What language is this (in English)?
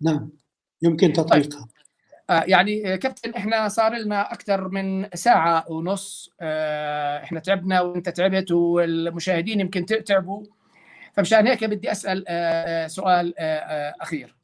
North Levantine Arabic